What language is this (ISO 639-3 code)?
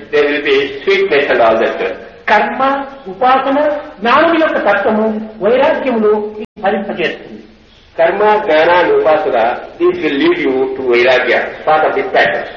tel